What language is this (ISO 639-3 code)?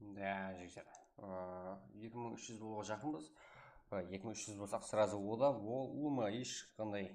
kaa